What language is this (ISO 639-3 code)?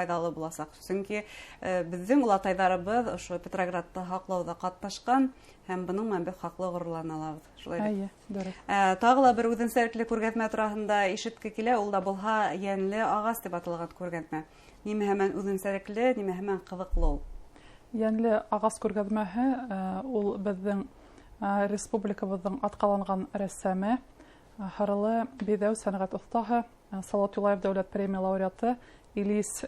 bak